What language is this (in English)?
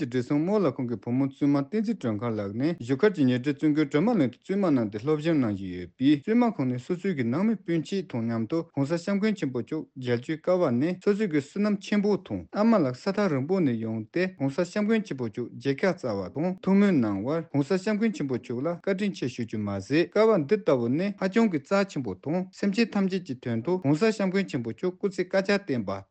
Tibetan